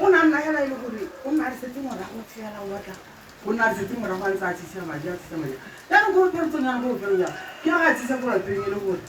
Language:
Tswana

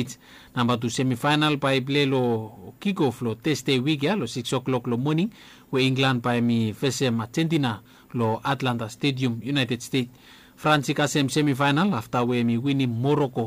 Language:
Bislama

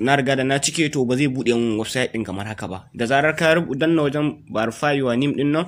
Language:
Hausa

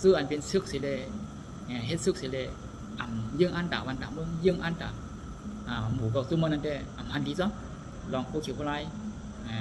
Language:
Shan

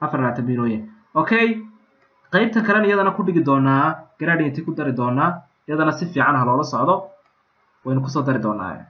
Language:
Somali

